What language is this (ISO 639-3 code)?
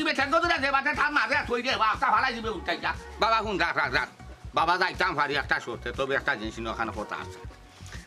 syl